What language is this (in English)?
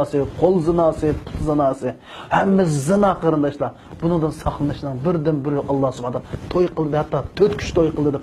Uyghur